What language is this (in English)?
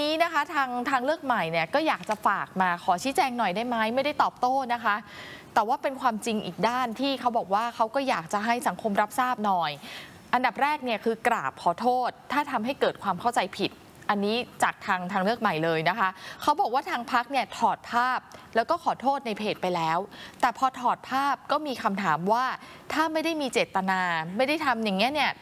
Thai